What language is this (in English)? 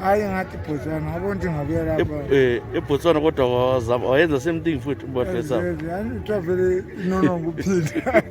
North Ndebele